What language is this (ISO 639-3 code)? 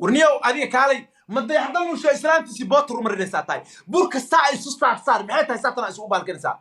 som